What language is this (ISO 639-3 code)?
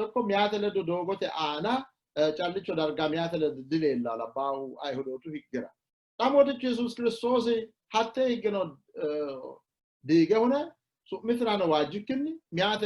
sid